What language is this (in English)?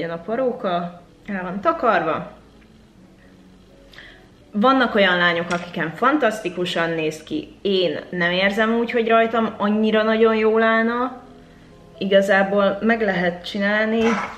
Hungarian